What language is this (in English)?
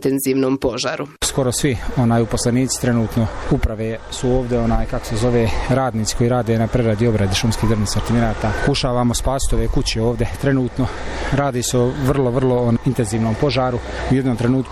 Bosnian